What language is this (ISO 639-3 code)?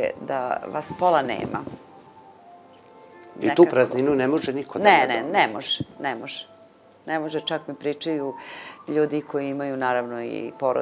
srp